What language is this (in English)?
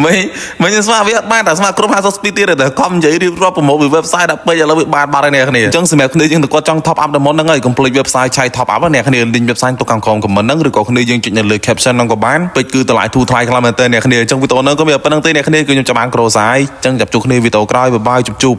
Khmer